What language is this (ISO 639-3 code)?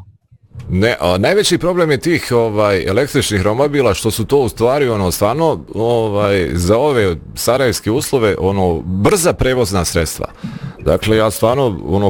bos